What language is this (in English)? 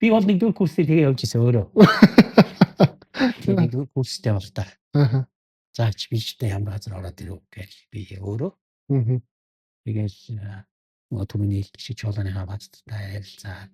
Mongolian